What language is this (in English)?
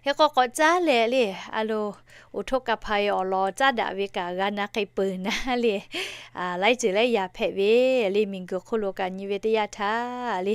Lahu